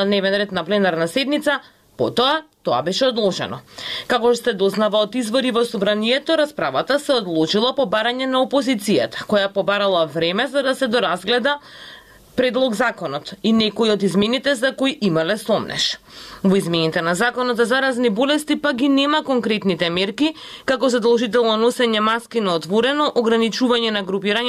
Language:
Macedonian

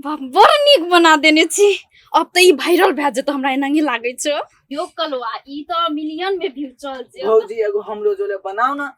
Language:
Maithili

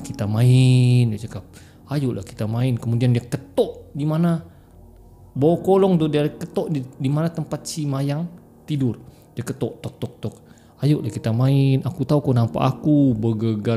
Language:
Malay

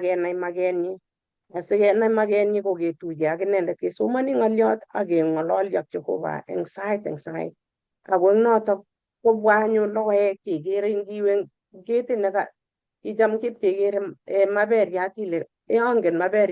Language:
Kalenjin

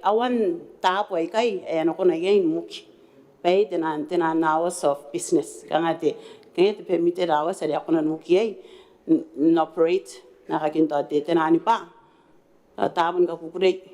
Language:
Gilbertese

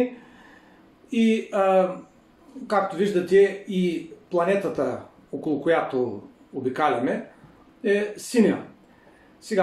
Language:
Bulgarian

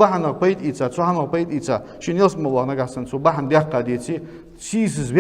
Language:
Ingush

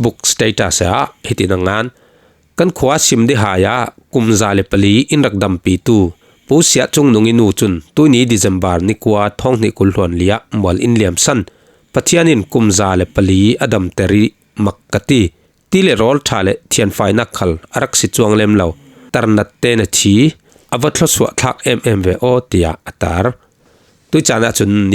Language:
Falam Chin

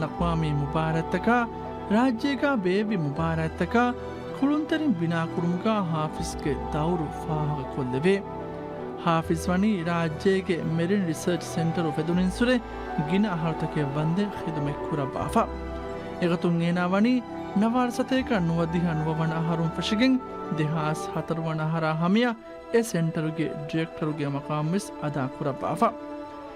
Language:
Divehi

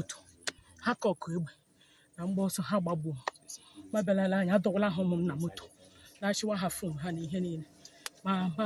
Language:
Igbo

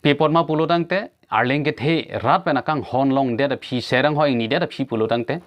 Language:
Karbi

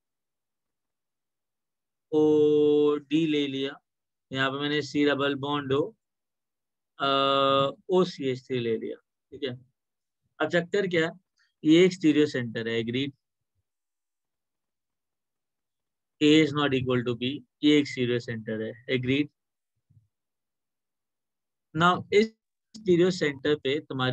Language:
Hindi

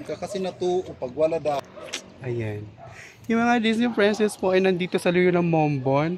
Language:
Waray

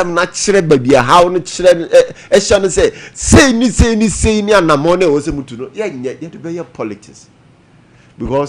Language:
Akan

